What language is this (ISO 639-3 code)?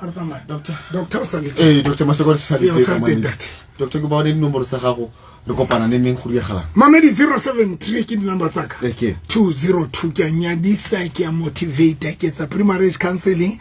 sot